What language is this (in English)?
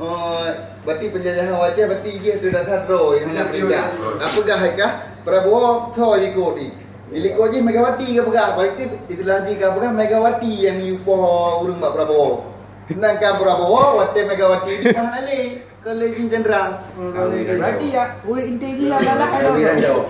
Achinese